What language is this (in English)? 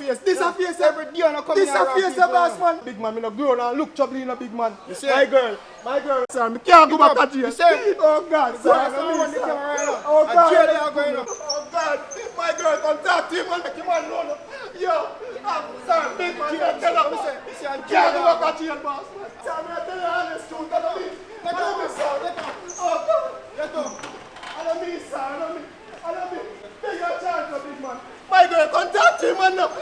Jamaican Creole English